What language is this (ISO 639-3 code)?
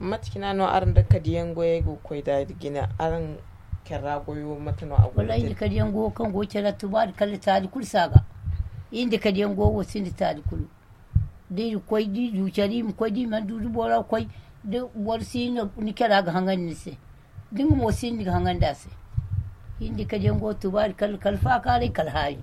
dje